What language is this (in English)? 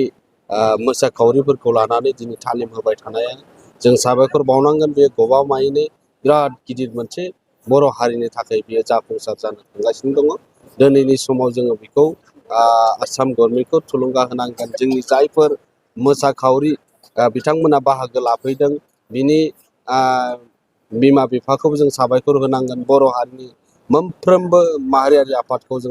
Bodo